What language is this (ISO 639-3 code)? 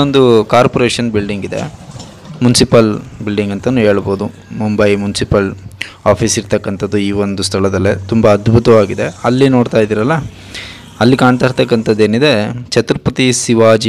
kan